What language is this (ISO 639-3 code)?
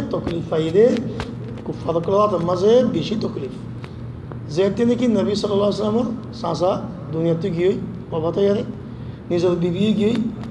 rhg